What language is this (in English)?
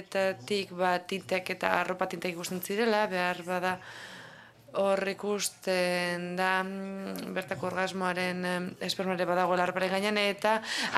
Basque